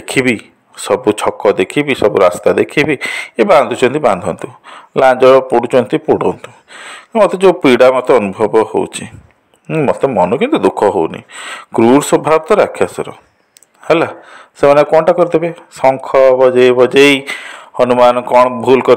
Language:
Odia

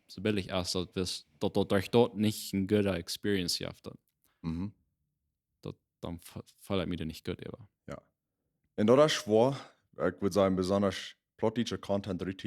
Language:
Plautdietsch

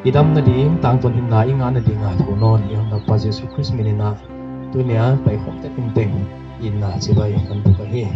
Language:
Paite Chin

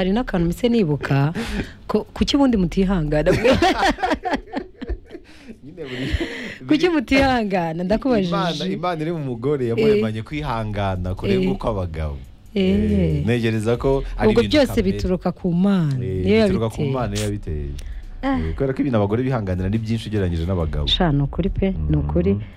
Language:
Kinyarwanda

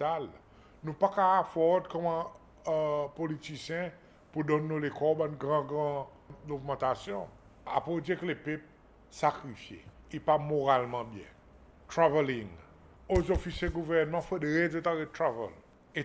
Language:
Seselwa Creole French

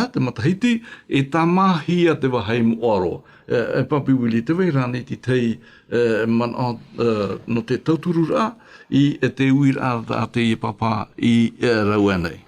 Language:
Tahitian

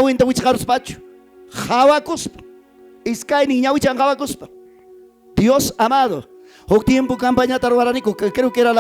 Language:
Ayacucho Quechua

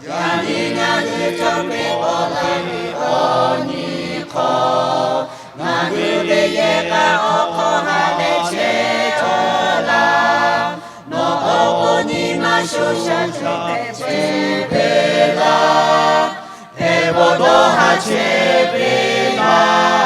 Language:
Lahu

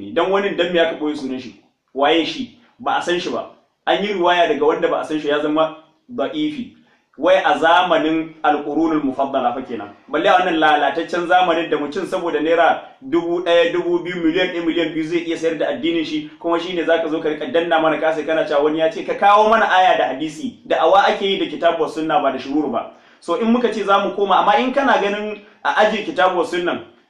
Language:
Hausa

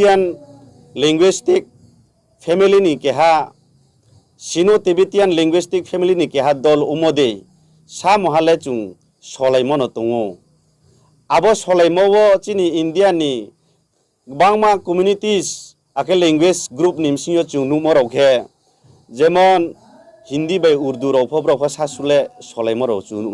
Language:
Riang (India)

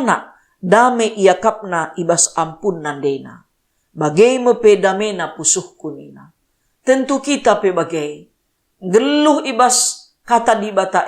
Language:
Batak Karo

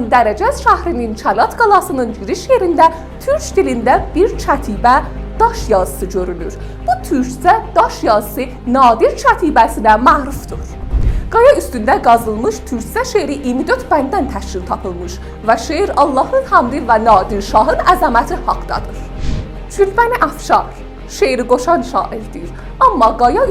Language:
South Azerbaijani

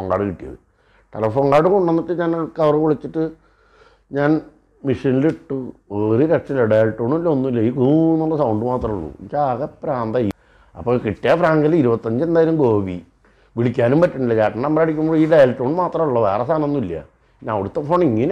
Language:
Malayalam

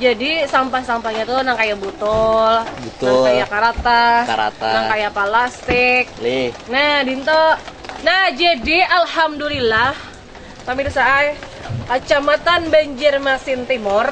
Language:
Banjar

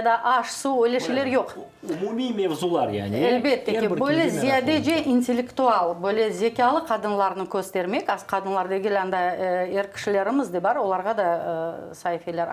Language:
Crimean Tatar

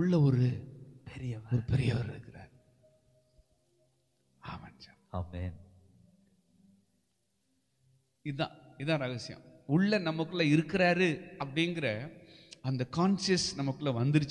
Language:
Tamil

